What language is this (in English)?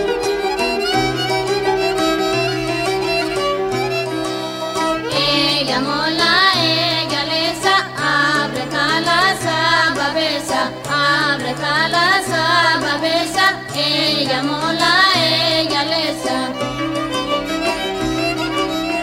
Greek